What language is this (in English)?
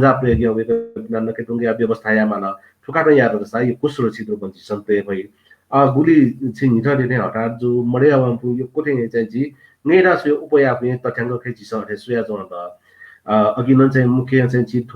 Newari